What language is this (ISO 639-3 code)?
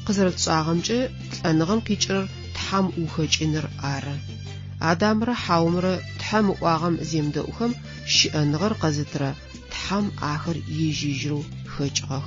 ady